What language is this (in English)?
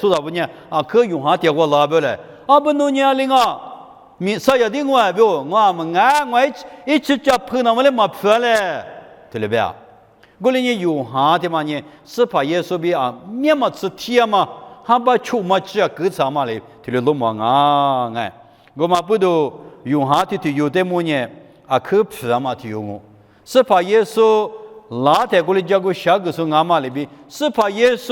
Lisu